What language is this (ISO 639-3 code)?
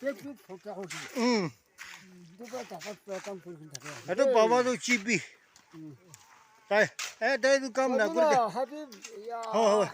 nag